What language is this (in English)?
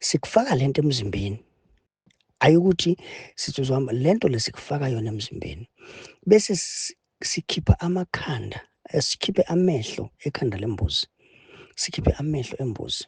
Zulu